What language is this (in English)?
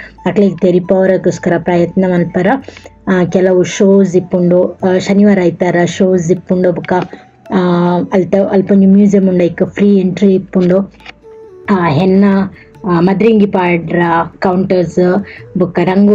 Tulu